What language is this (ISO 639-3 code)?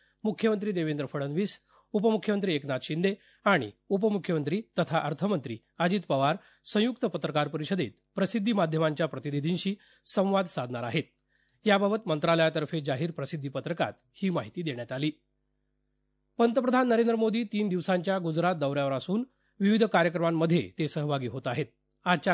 mar